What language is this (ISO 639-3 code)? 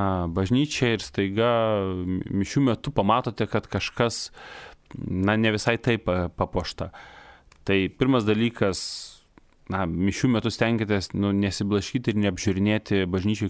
lit